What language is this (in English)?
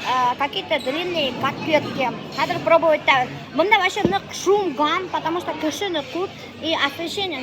Bashkir